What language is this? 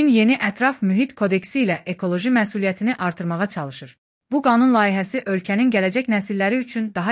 Azerbaijani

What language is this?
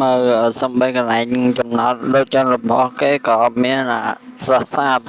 Khmer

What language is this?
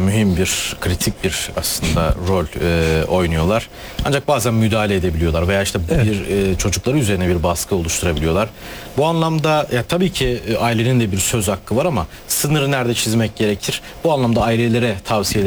Turkish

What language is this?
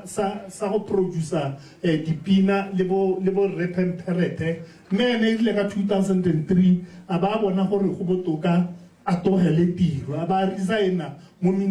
Tswana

